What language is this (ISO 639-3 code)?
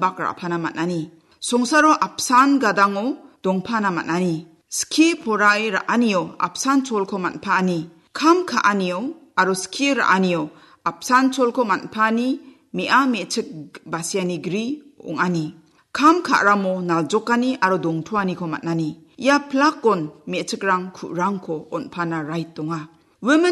grt